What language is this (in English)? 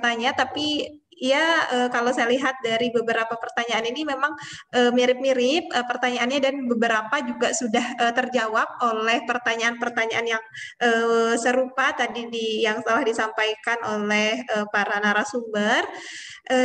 Indonesian